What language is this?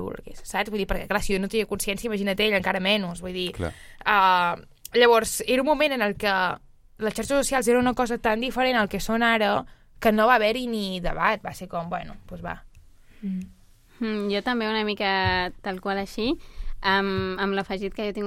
Catalan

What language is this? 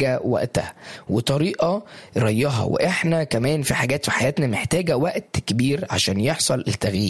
Egyptian Arabic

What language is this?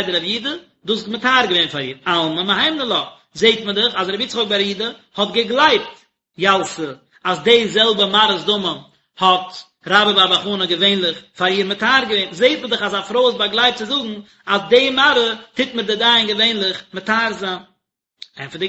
Yiddish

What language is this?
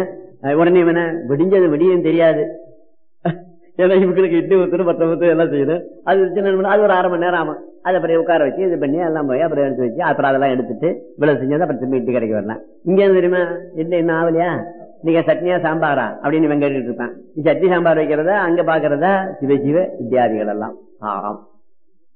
Tamil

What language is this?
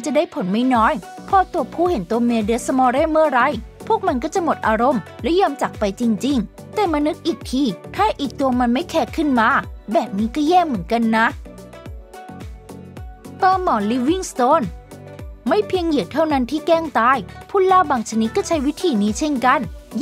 Thai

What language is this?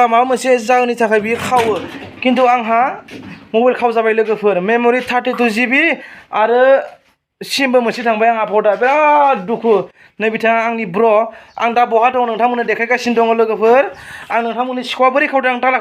Bodo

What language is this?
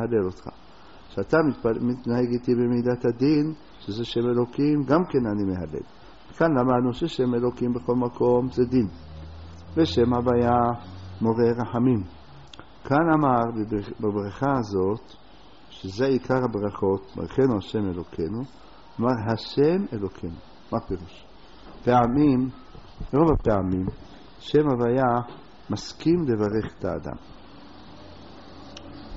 Hebrew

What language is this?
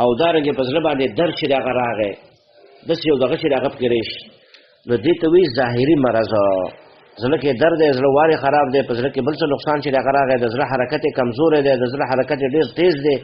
Pashto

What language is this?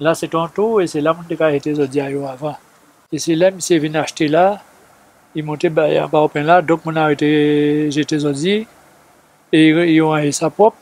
Guadeloupean Creole French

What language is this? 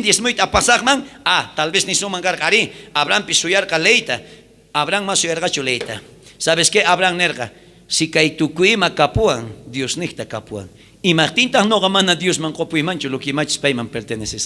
South Bolivian Quechua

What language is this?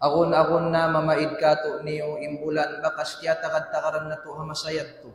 Tausug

